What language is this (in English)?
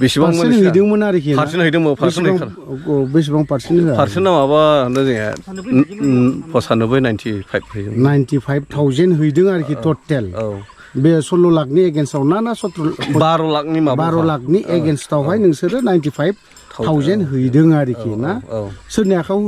Bodo